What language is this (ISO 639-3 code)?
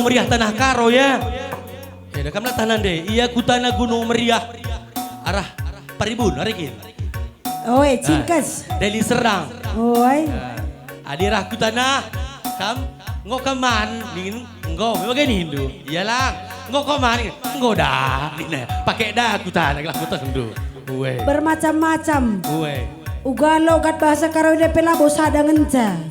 btx